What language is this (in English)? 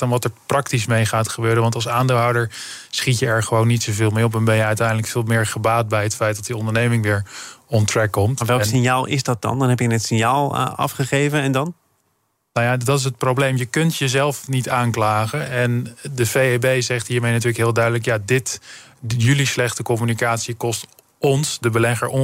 Dutch